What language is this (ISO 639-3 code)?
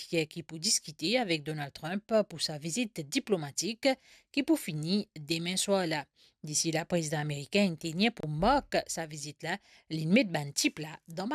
mfe